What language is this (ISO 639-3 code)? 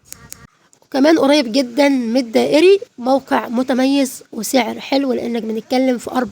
arz